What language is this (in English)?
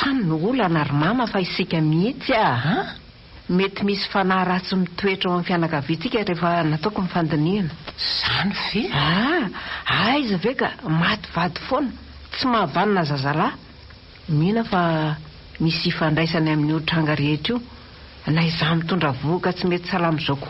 Malagasy